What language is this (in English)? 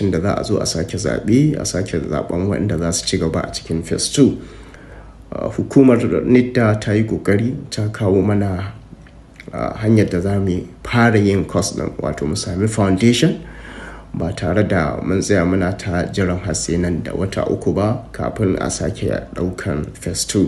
Hausa